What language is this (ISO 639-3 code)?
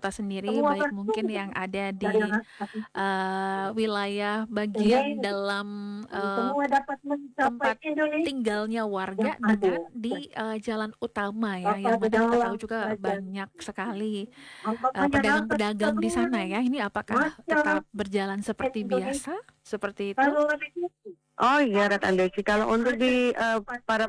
ind